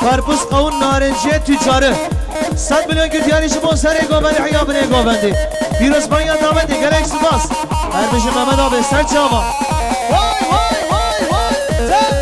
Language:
Kurdish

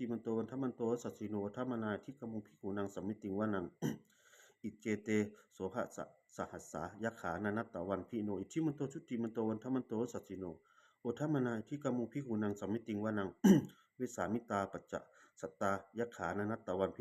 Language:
Pali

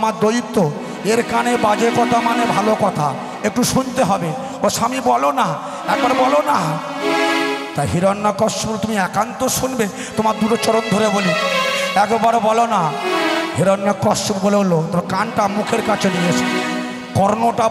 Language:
Bangla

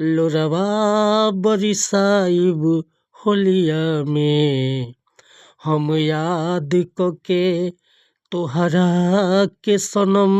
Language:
Bhojpuri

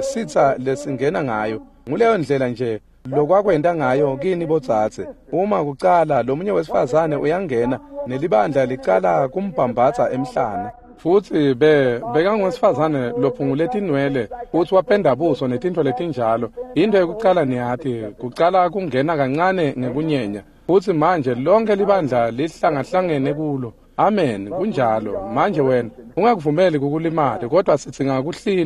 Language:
Swati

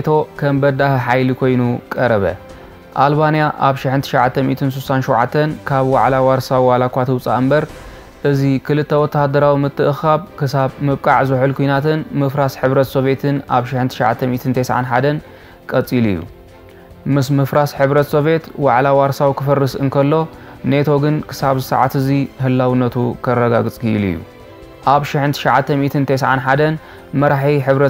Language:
Tigrinya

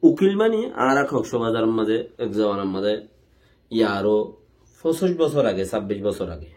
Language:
Rohingya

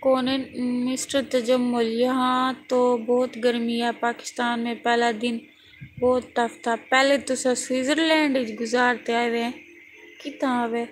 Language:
Saraiki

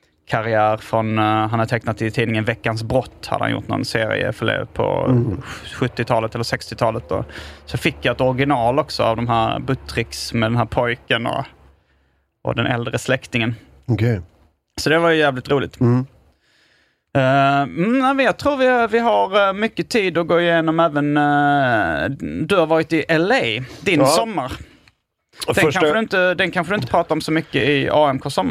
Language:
Swedish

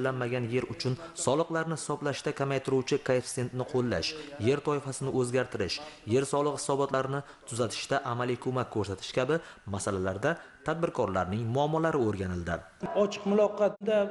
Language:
Uzbek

